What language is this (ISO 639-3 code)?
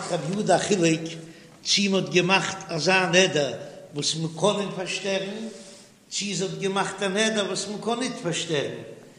yid